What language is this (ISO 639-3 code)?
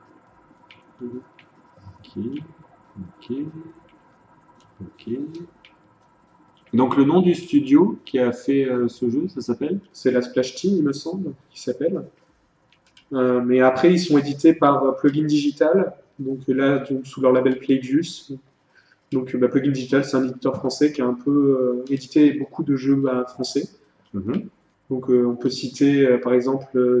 fra